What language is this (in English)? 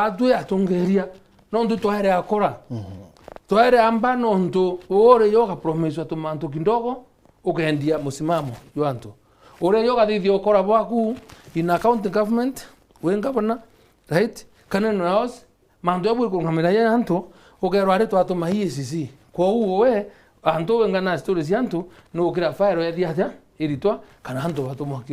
Meru